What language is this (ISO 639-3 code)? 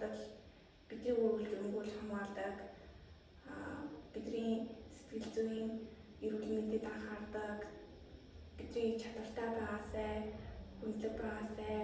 mon